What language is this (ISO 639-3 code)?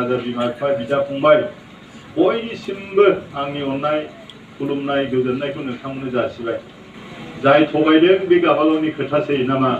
brx